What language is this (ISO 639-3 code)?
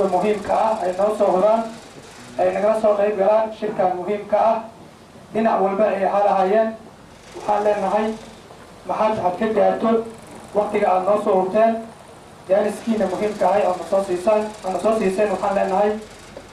som